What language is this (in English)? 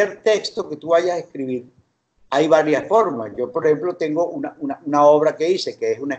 Spanish